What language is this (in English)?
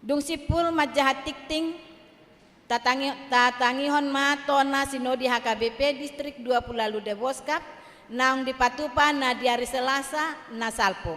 Batak Toba